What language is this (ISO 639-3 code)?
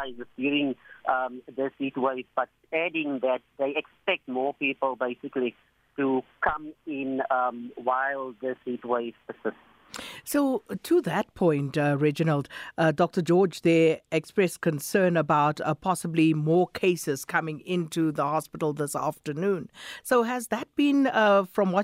eng